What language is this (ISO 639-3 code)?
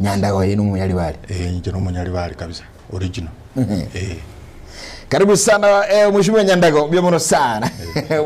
guz